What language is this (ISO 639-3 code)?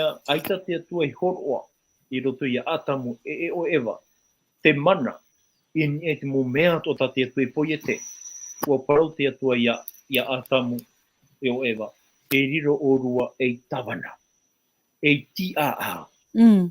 tah